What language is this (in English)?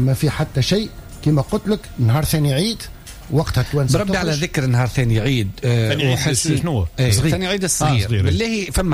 Tunisian Arabic